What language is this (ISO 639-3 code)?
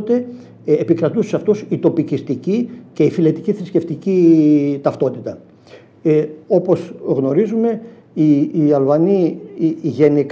ell